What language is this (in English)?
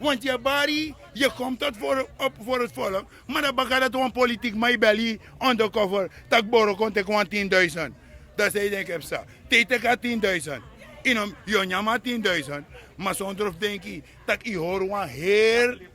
Sranan Tongo